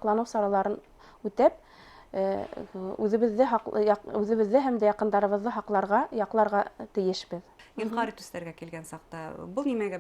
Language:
Bashkir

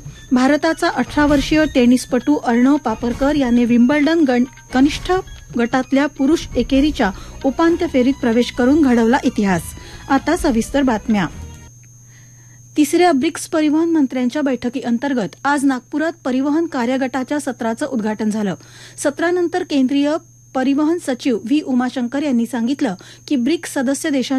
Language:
Marathi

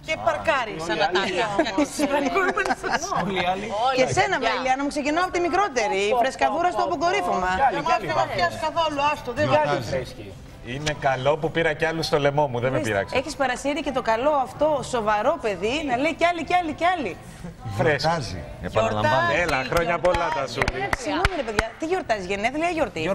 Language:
Greek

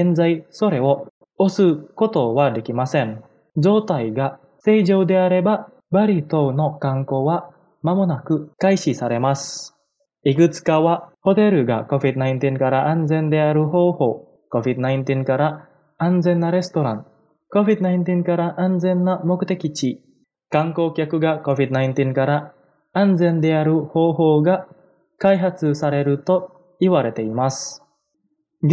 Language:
Japanese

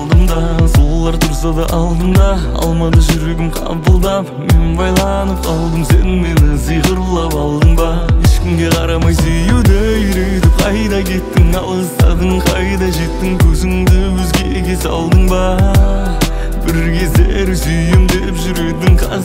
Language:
Kazakh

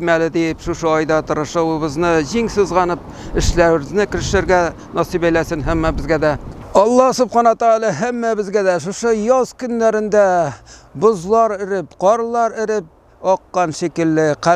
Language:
Tatar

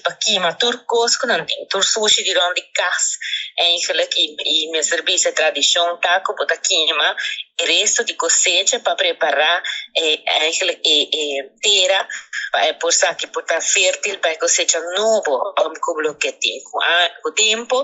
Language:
Papiamento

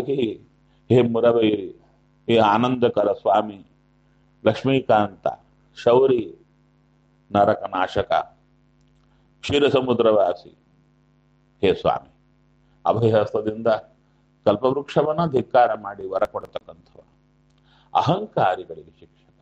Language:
Kannada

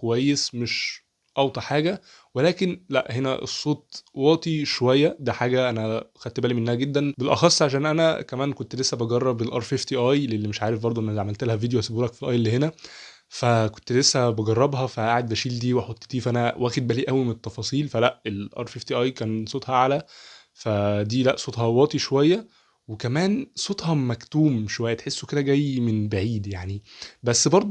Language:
Egyptian Arabic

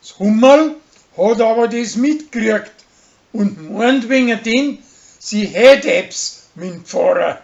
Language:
Bavarian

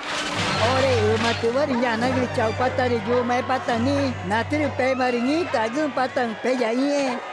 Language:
Ticuna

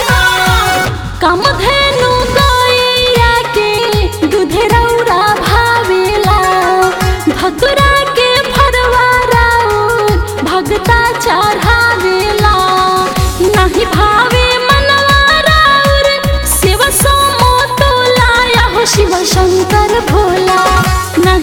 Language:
Bhojpuri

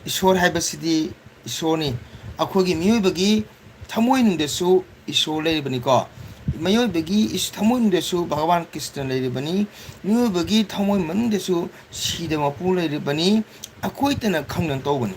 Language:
Manipuri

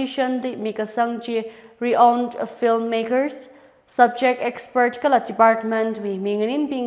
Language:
Tangkhul Naga (India)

